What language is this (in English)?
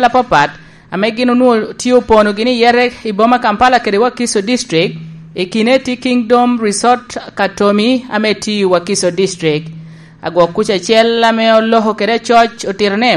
Lango (Uganda)